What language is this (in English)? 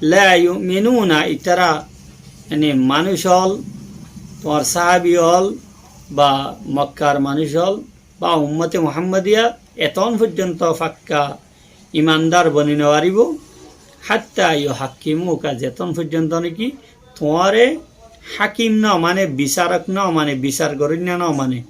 Rohingya